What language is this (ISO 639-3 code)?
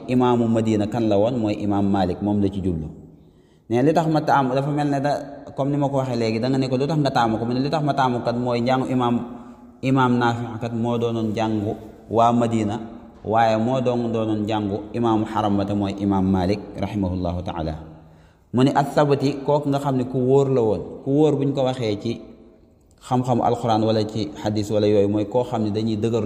wol